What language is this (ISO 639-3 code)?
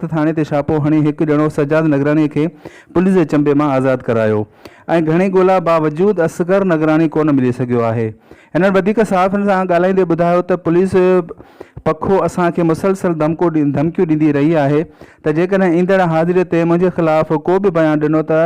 snd